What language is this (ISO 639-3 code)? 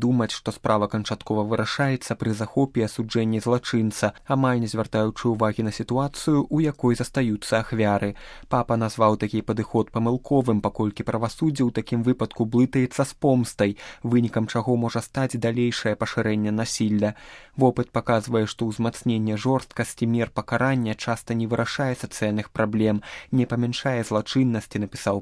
bel